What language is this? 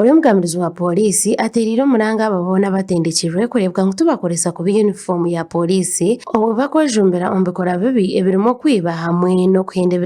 Nyankole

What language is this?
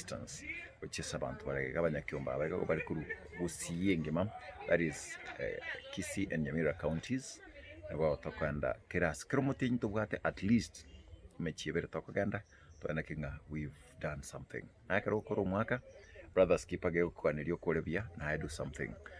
Gusii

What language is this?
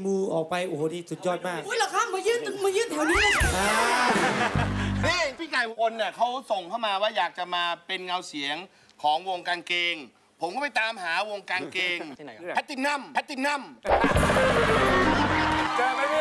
Thai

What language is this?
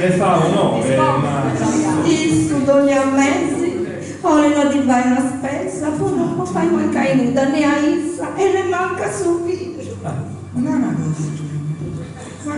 Sardinian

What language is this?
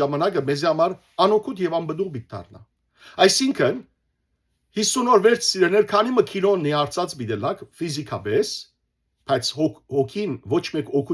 Western Armenian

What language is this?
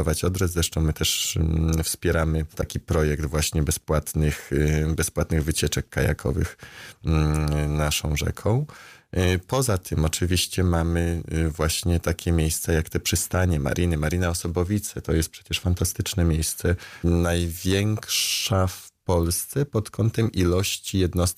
Polish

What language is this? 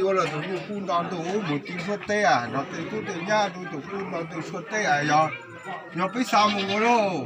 Hmong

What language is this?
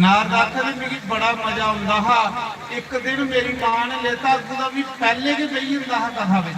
Dogri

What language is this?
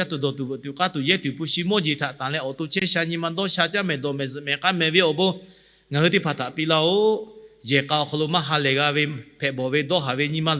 Lahu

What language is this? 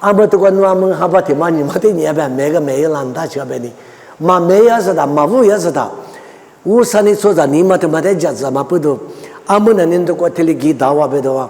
Lisu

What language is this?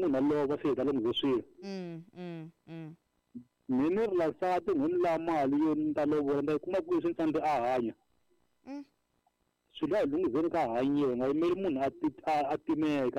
Tsonga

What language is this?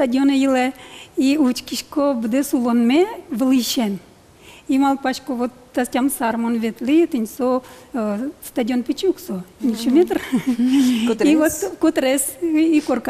Udmurt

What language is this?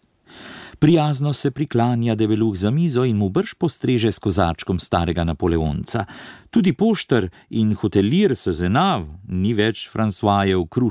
Slovenian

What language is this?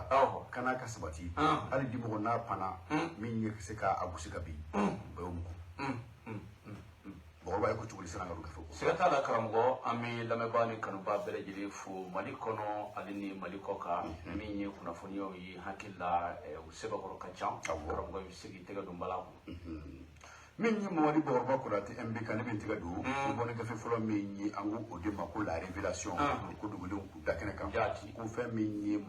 Bambara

